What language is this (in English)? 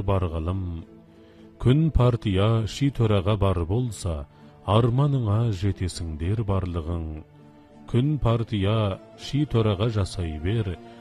Kazakh